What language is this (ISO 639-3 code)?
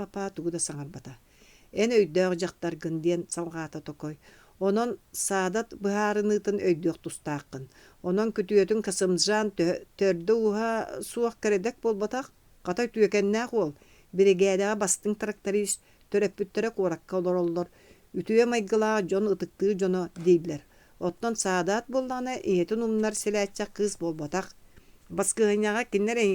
sah